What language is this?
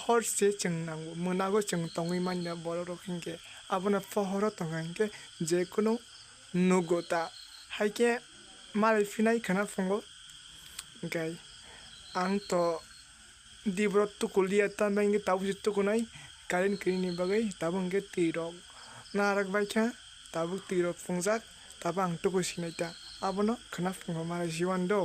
Kok Borok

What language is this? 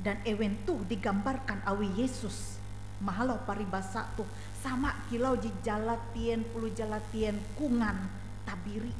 Ngaju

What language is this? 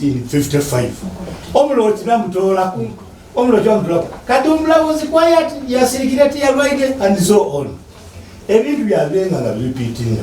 Soga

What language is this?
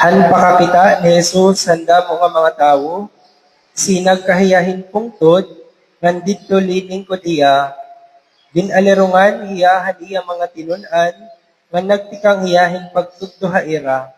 Waray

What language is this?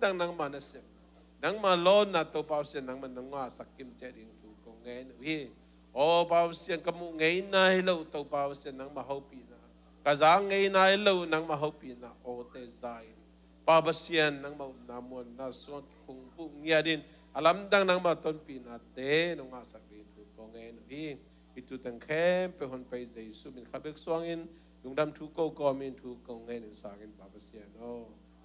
Tedim Chin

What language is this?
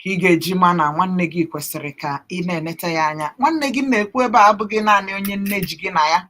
Igbo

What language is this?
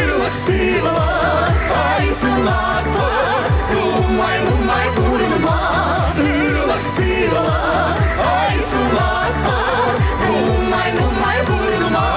Chuvash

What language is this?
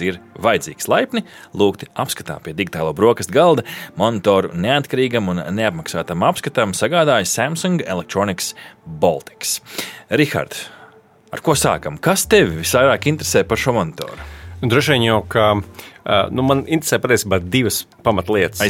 Latvian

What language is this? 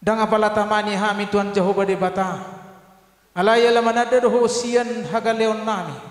Batak Toba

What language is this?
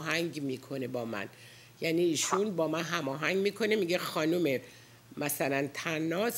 Persian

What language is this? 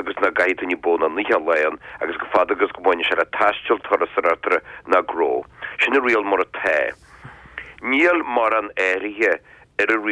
Irish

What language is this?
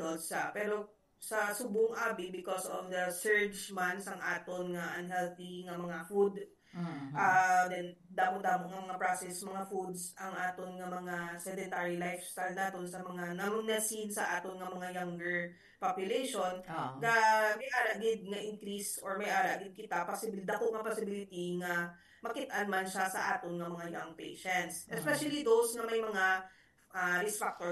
Hiligaynon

